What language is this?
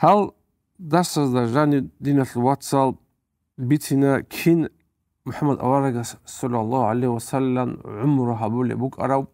Avaric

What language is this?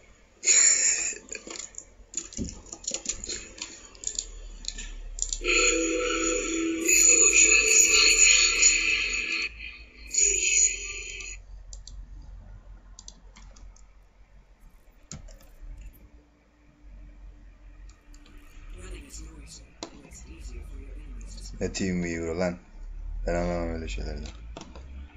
Turkish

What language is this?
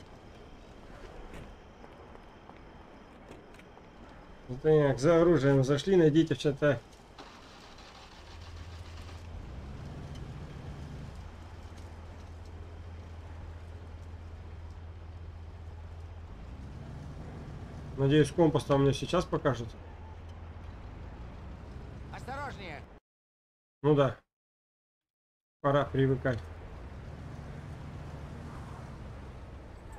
Russian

